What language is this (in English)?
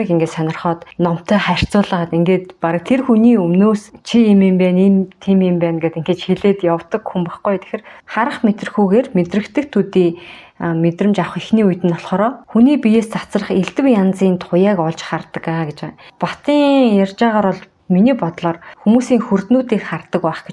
Mongolian